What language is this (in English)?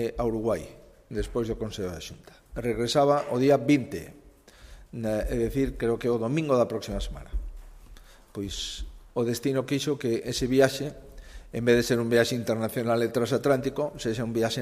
Galician